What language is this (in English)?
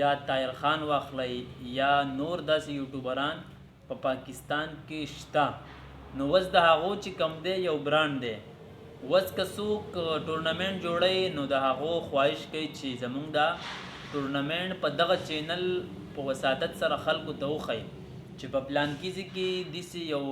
Pashto